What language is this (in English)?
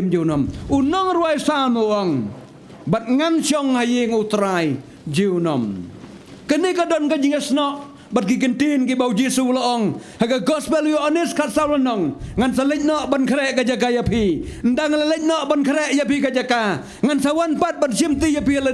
Khasi